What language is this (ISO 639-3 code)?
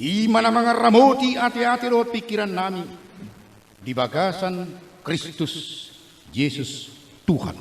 bbc